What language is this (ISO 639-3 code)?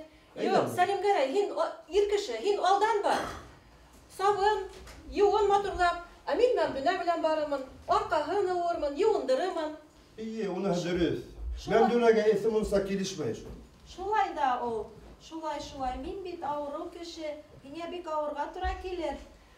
bak